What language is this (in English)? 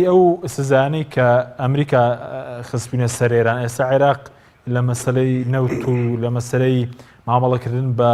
Central Kurdish